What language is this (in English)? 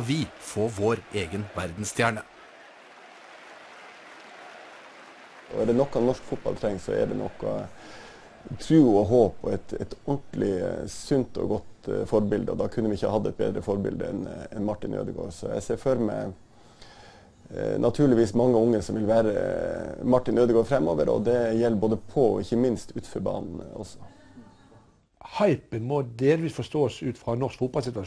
Norwegian